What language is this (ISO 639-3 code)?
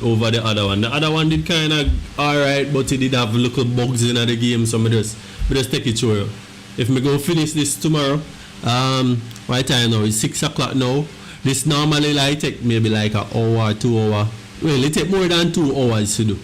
jam